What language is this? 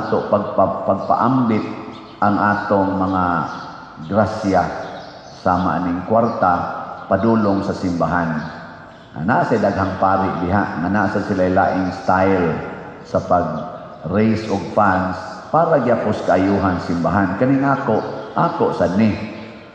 Cebuano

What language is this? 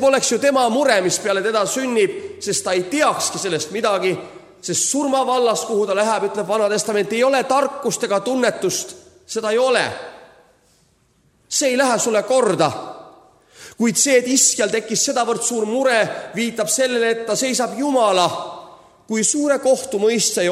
Estonian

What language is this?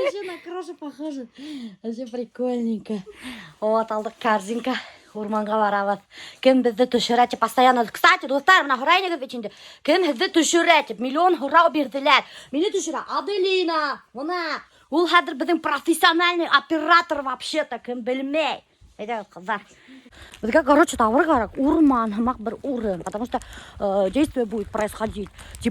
Bashkir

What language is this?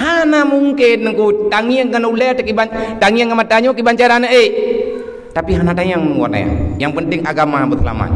Achinese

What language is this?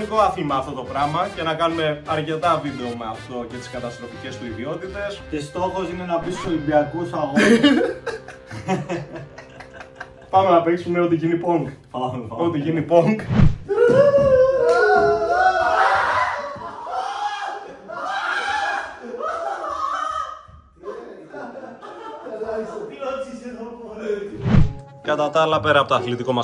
Greek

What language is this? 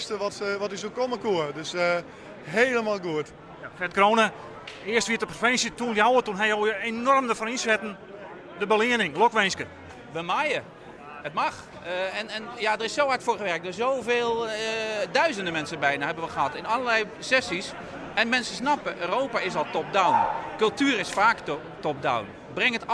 Western Frisian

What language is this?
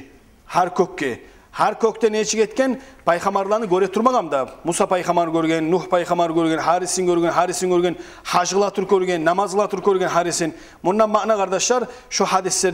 Kumyk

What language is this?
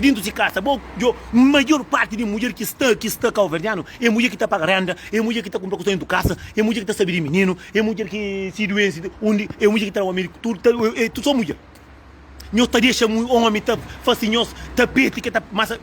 Kabuverdianu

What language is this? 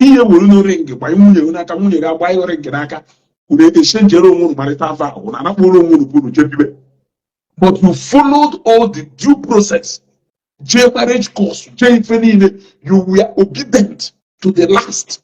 Igbo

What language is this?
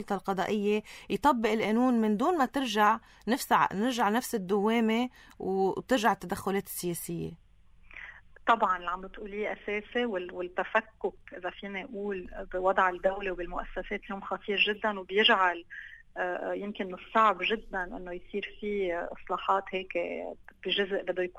North Levantine Arabic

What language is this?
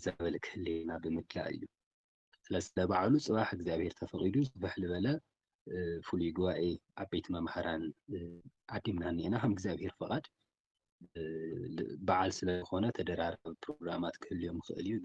Tigrinya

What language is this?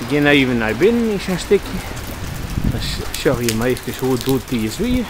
Western Frisian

